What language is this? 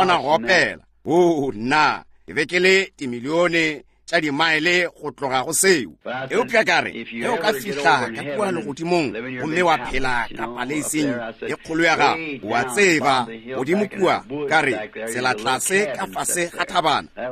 Northern Sotho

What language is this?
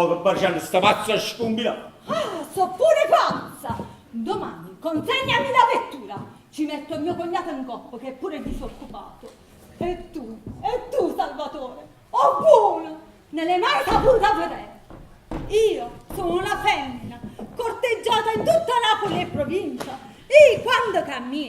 Neapolitan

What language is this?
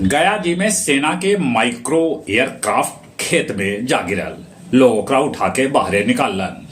Magahi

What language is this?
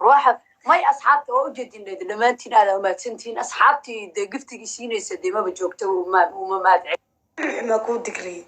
Somali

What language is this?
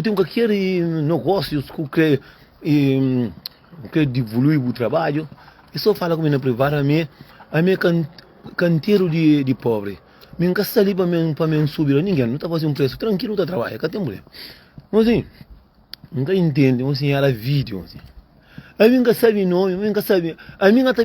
Kabuverdianu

